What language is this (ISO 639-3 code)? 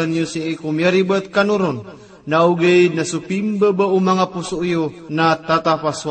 mrw